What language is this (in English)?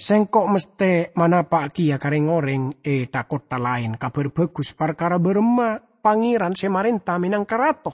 Madurese